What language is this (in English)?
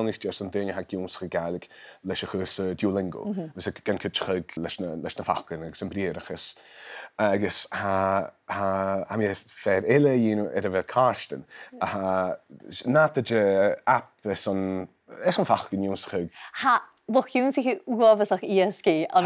Scottish Gaelic